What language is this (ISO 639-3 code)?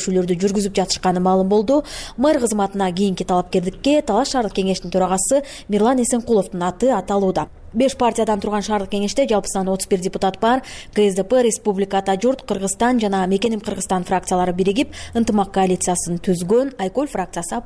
kir